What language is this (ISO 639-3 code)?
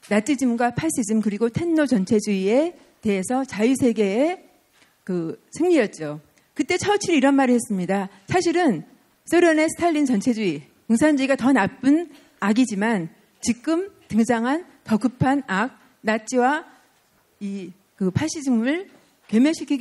kor